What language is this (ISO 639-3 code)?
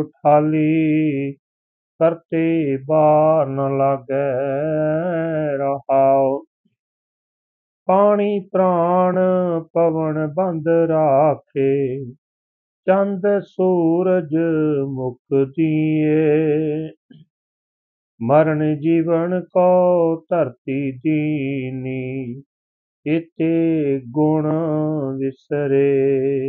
pan